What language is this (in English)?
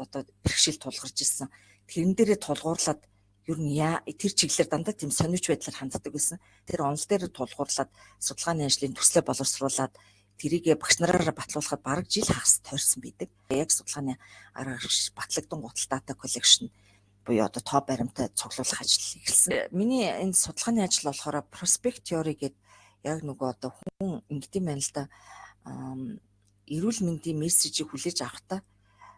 Mongolian